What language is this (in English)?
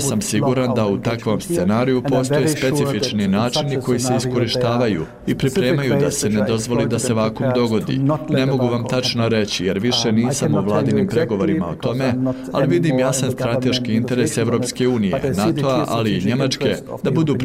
Bosnian